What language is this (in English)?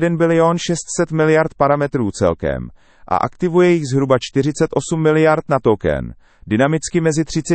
Czech